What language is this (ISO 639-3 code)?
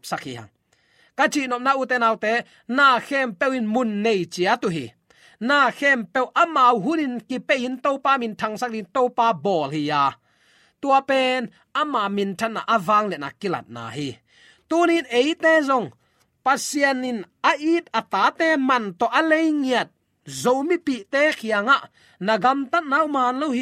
ctd